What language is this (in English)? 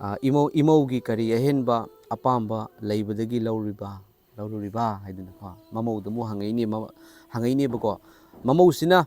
Manipuri